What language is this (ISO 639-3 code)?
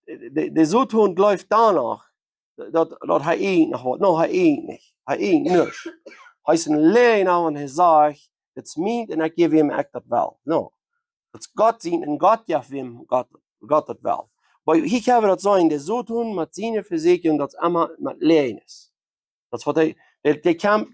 pdt